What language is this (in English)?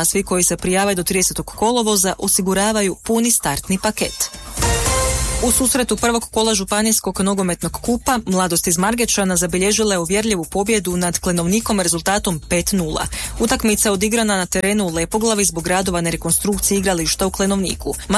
Croatian